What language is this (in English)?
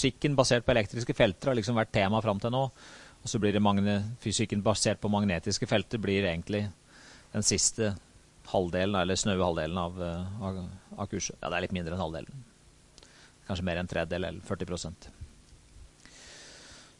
Norwegian